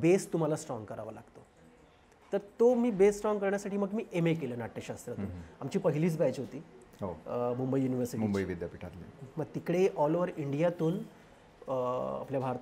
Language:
Marathi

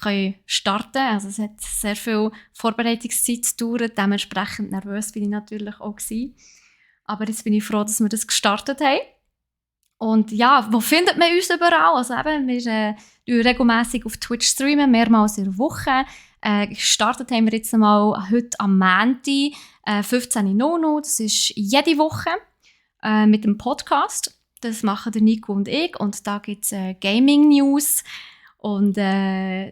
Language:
Swiss German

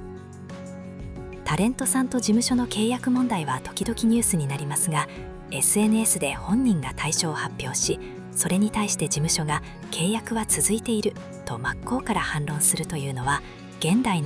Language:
Japanese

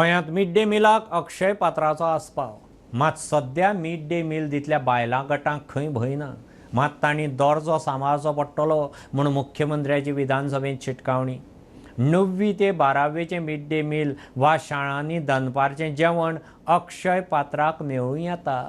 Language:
Konkani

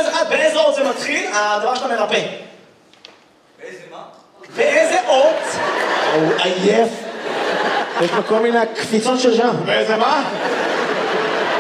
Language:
Hebrew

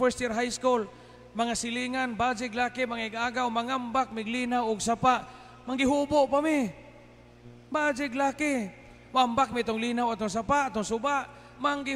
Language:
Cebuano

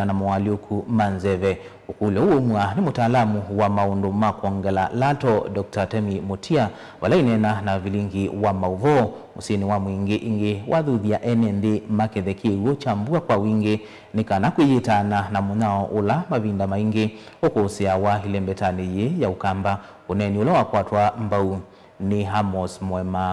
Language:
Kamba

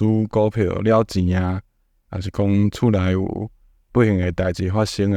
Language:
Min Nan Chinese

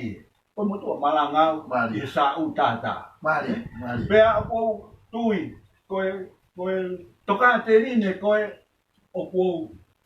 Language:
Tongan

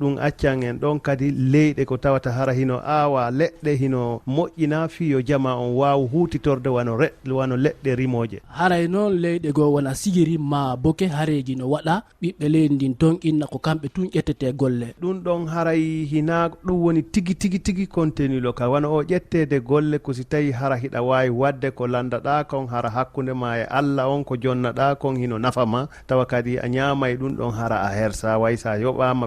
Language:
Fula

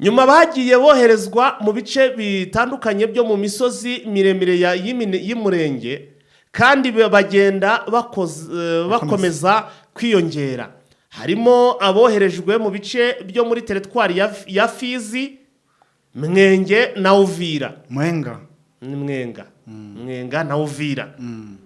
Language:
Kinyarwanda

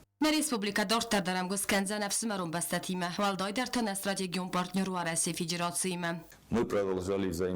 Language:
Ossetic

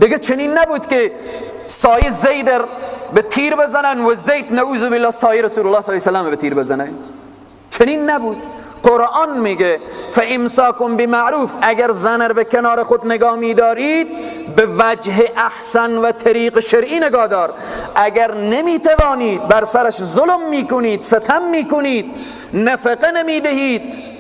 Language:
Persian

